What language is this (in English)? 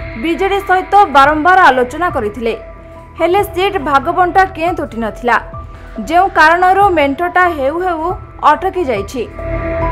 Odia